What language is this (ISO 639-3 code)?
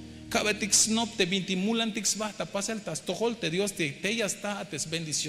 tzh